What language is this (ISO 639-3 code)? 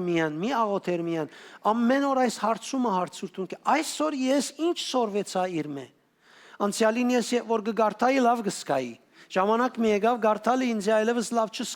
hyw